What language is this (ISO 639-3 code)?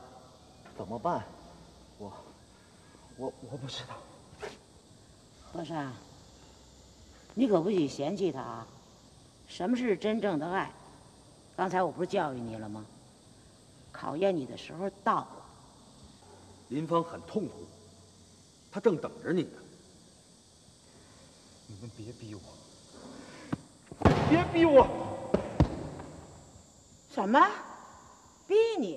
zho